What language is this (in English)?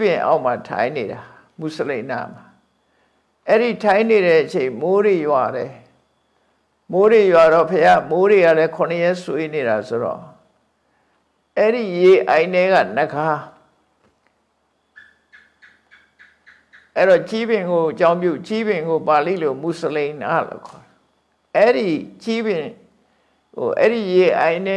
Burmese